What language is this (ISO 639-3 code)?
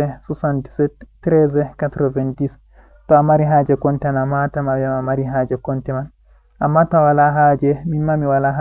ful